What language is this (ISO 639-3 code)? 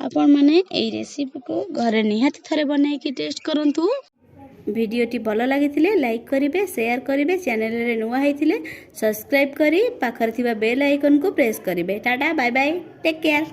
ori